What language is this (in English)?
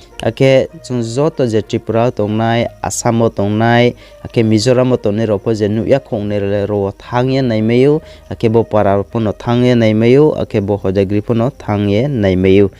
Riang (India)